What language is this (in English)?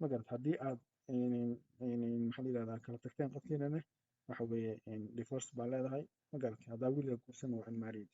Somali